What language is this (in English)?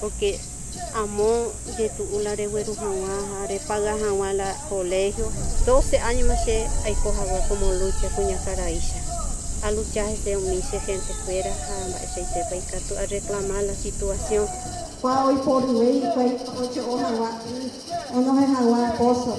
Guarani